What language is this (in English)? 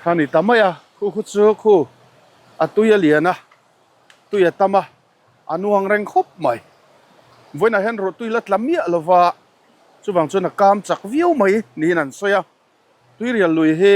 Mizo